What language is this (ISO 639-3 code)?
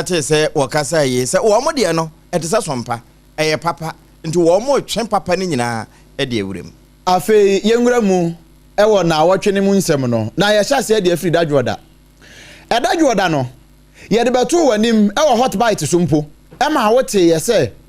aka